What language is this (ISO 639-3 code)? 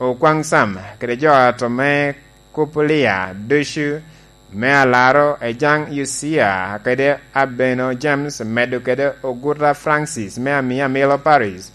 laj